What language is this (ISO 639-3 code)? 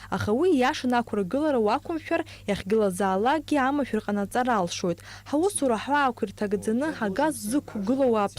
abk